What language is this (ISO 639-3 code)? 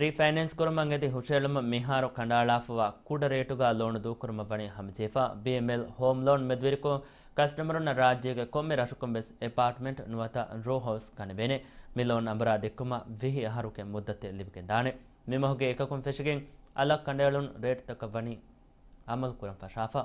div